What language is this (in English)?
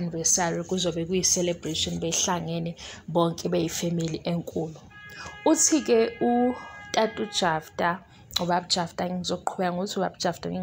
Zulu